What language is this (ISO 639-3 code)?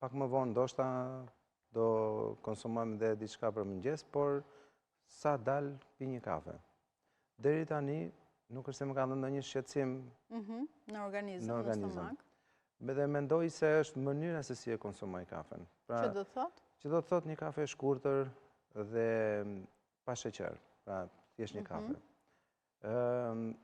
sqi